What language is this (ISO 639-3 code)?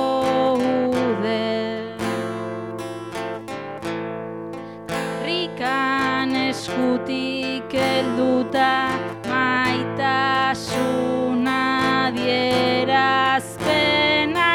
eus